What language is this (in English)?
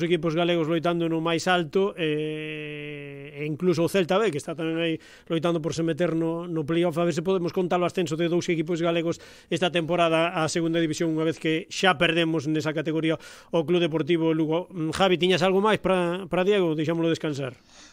Galician